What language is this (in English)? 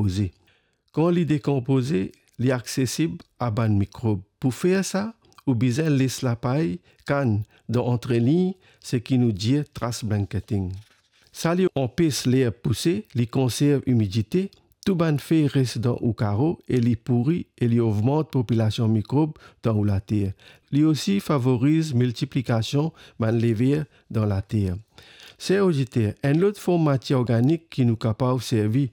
Morisyen